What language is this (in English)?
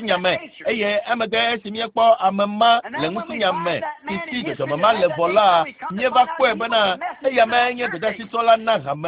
Ewe